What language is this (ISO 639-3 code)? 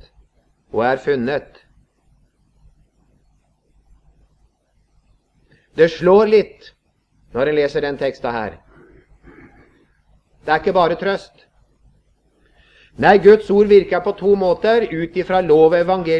nor